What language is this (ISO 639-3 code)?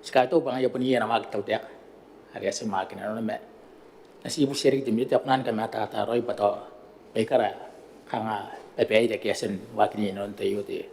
gil